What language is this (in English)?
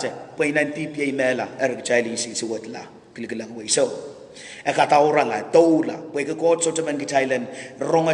Pohnpeian